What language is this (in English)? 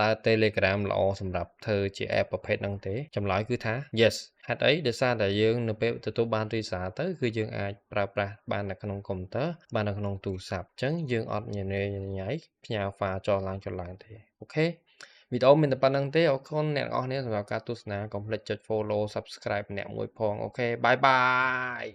Khmer